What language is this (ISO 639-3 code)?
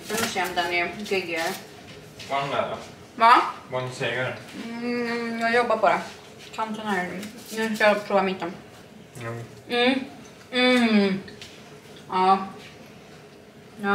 swe